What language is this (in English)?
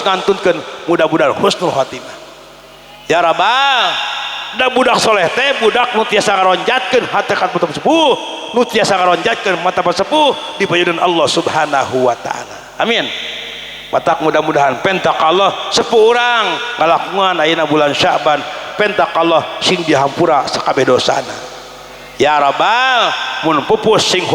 Sundanese